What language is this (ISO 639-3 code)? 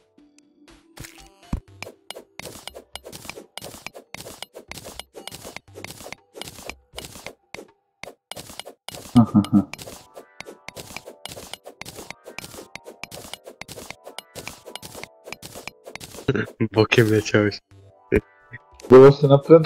pol